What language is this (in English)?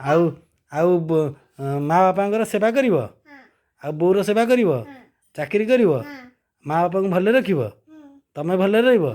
Odia